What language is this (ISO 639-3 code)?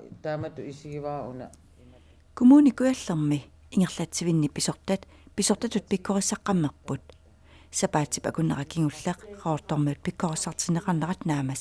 kal